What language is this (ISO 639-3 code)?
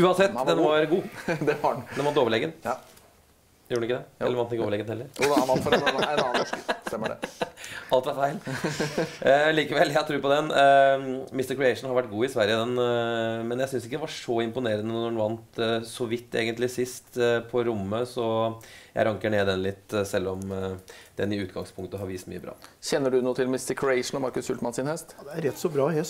nor